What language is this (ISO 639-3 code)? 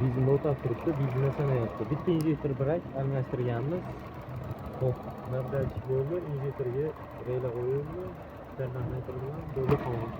uzb